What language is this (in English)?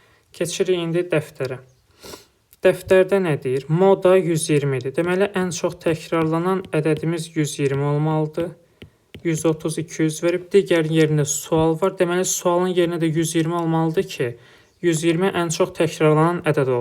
Azerbaijani